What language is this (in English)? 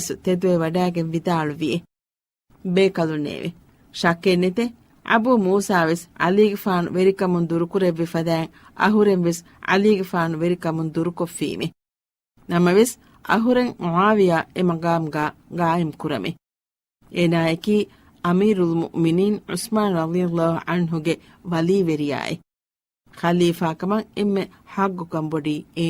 Divehi